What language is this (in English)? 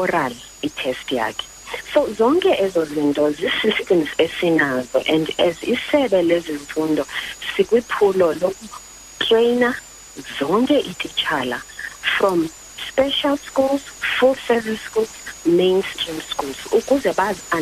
Xhosa